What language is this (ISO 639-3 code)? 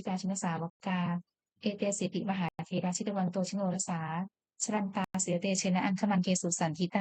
pli